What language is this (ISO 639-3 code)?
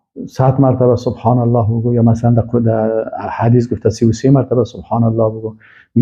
fas